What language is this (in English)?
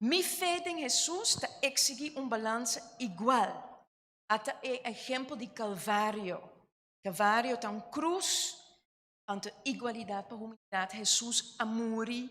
Papiamento